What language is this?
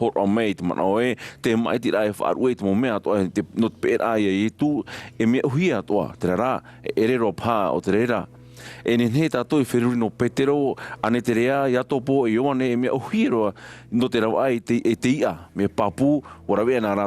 Tahitian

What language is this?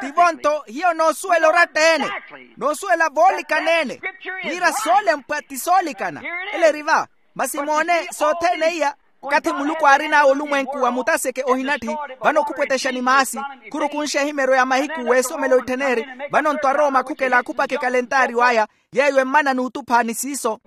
Makhuwa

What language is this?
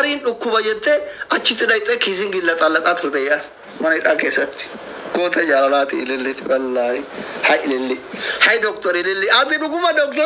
Oromo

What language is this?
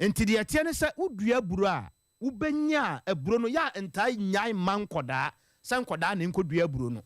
Akan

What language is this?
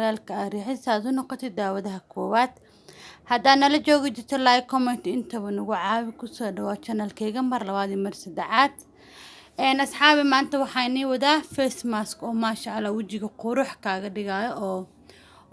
Somali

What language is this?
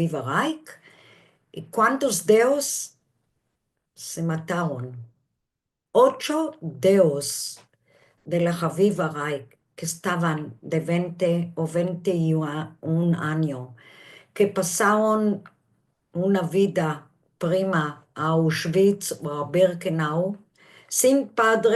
Ladino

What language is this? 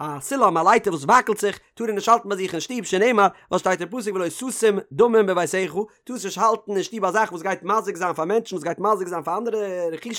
Yiddish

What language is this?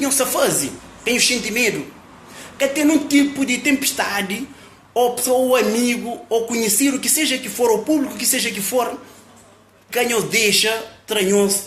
Kabuverdianu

